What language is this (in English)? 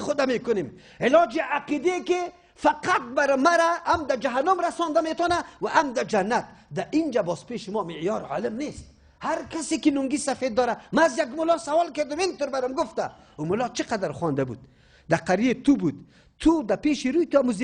Persian